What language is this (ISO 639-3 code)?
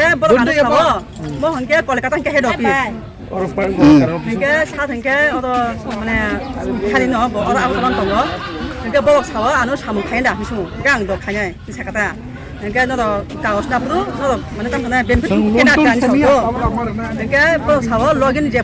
trp